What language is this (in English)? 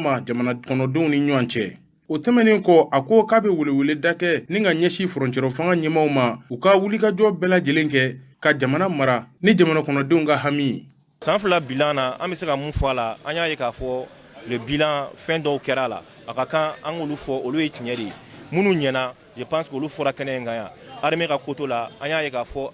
Bambara